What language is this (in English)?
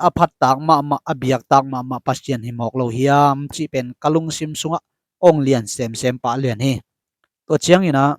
Tedim Chin